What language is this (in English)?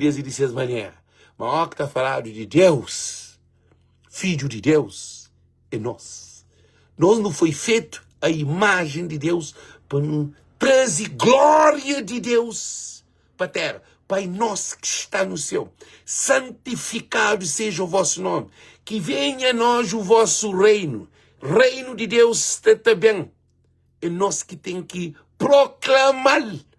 Kabuverdianu